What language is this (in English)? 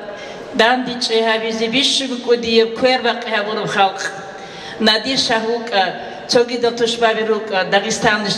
Avaric